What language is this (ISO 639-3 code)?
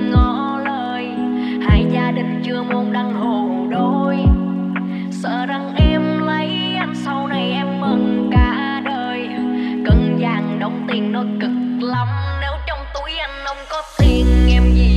vie